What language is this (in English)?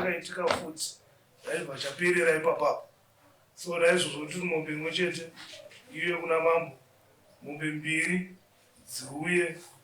Shona